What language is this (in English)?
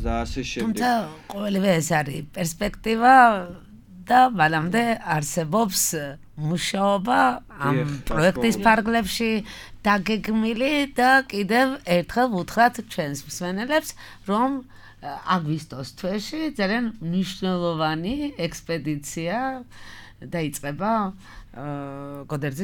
Georgian